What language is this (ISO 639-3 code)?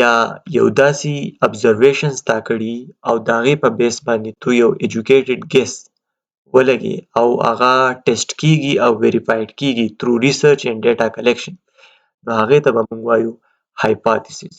pus